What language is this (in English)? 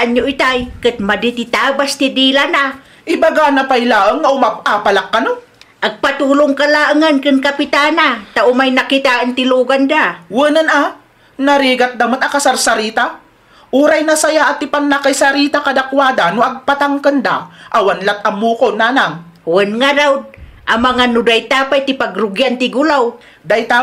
Iloko